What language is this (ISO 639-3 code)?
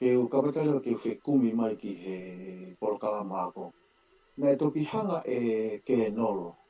ton